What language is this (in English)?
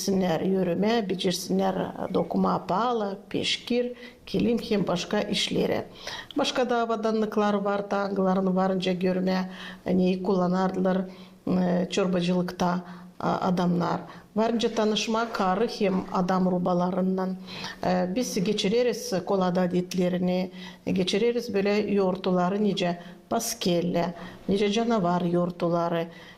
Gagauz